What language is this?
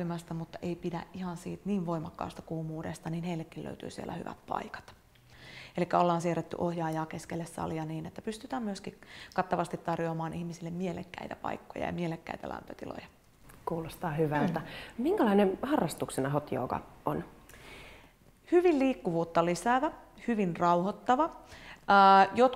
Finnish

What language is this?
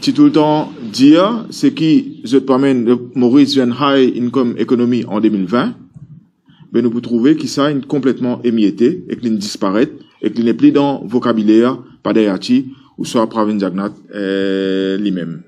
Morisyen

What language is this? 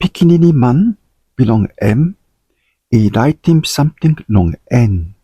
Tok Pisin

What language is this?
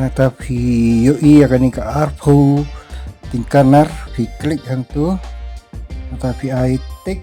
Khasi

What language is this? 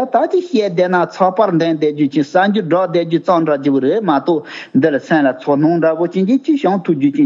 Tibetan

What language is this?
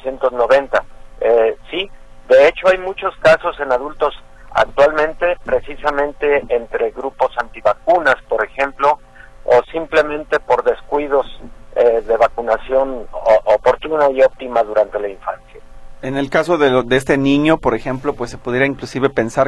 Spanish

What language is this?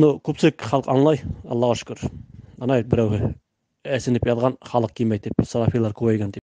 Bashkir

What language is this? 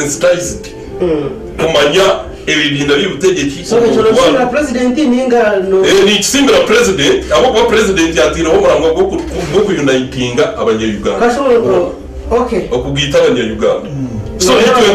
Nyankole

